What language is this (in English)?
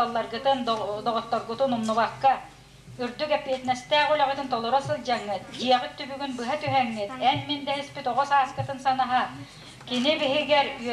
Yakut